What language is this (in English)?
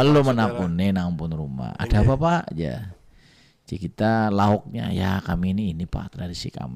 Banjar